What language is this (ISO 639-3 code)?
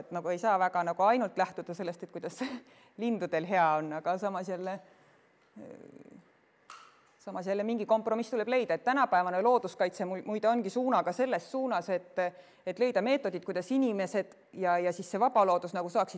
est